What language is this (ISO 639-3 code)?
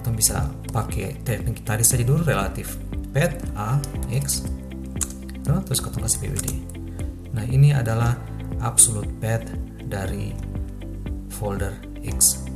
abs